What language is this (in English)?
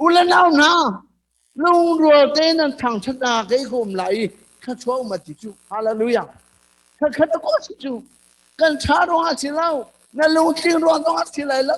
Hakha Chin